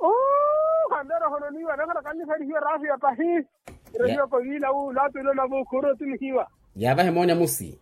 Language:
Makhuwa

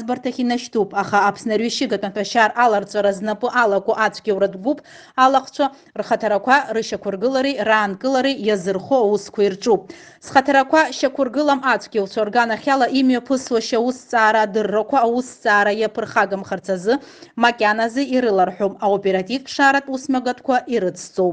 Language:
Abkhazian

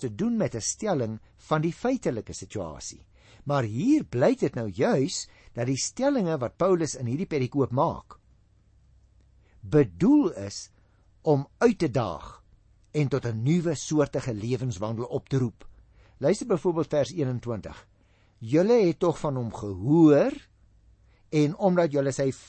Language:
Afrikaans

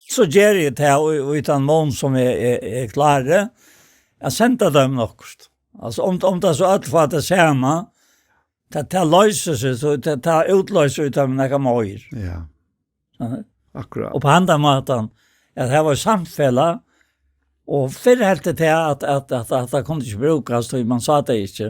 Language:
Faroese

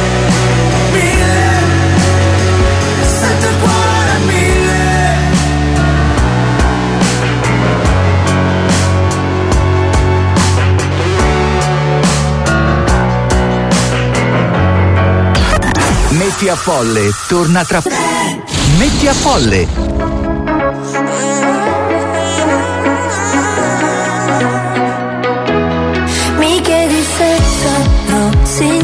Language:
Italian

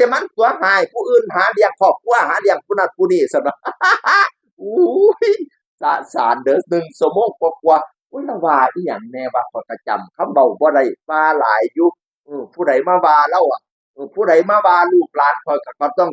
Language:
Northeastern Thai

